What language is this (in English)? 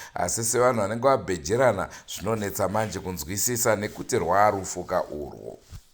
Shona